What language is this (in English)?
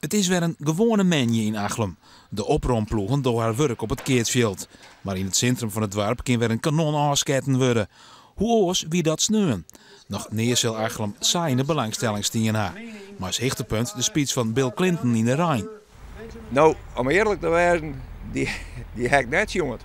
Western Frisian